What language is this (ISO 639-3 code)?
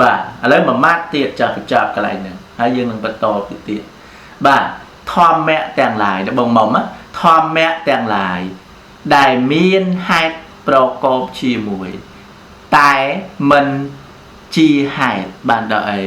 khm